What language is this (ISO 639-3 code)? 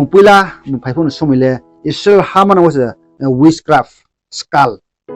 ria